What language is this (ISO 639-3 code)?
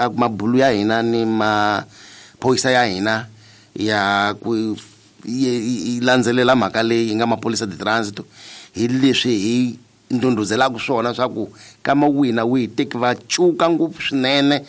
tso